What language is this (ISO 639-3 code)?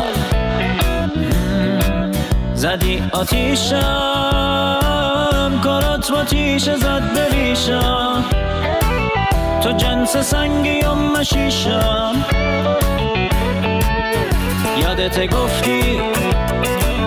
fas